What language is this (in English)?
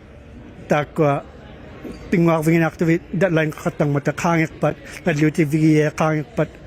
Inuktitut